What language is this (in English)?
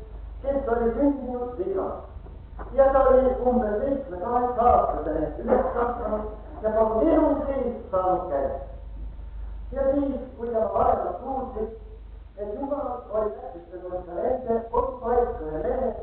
Estonian